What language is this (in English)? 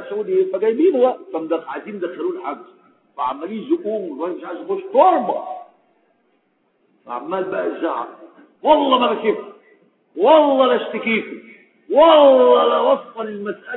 Egyptian Arabic